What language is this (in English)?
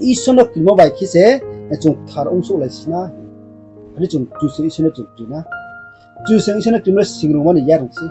Riang (India)